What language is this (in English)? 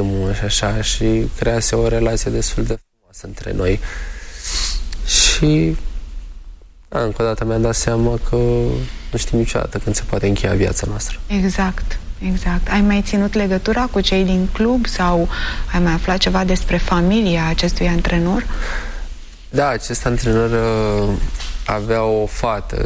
Romanian